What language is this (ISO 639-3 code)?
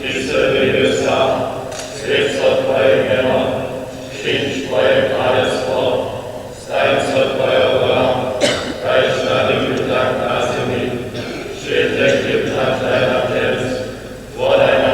hsb